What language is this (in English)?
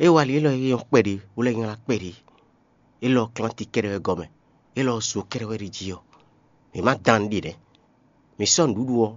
Fon